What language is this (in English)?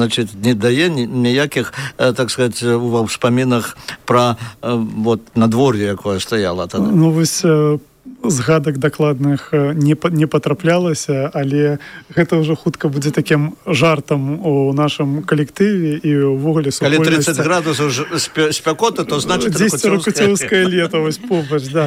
Belarusian